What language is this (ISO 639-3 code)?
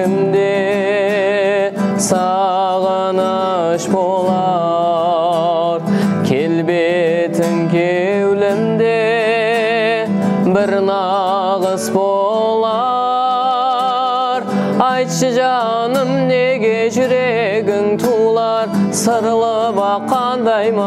kaa